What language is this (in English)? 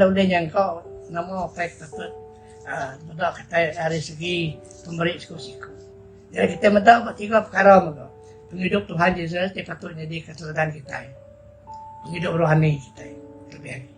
Iban